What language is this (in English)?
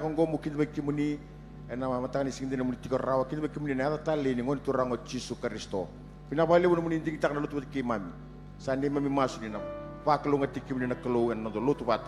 Fijian